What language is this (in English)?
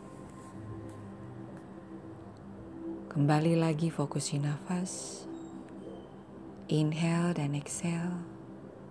Indonesian